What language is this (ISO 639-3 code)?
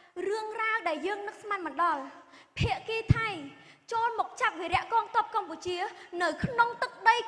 khm